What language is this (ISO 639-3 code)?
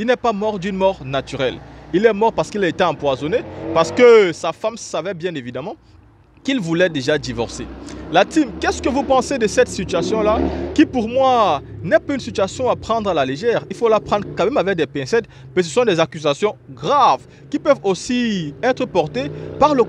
fra